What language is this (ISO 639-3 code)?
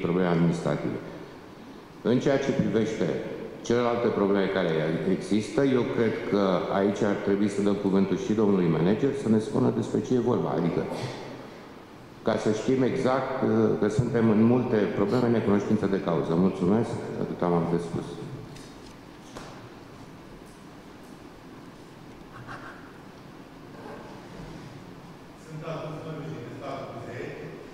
ron